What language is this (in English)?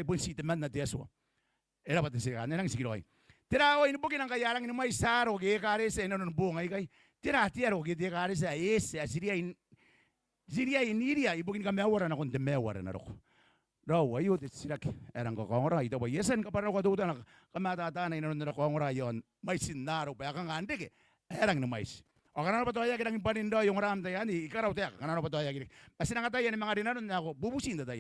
Gilbertese